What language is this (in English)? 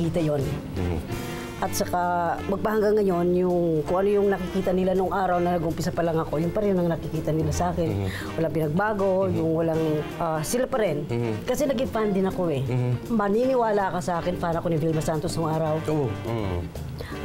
Filipino